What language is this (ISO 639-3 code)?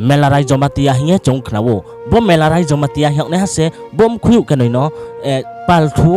ria